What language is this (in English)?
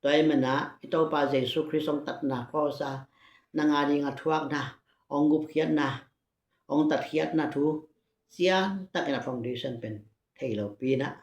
Tedim Chin